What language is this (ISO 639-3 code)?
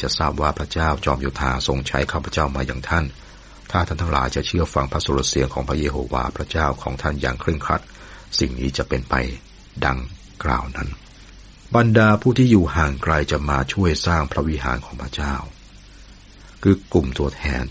tha